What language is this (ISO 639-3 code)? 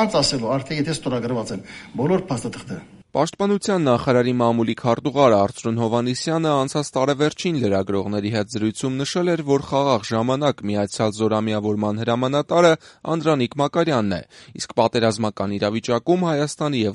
hye